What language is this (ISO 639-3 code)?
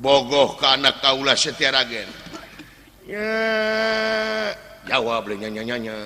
sun